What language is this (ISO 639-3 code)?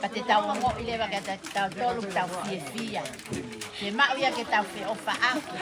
ton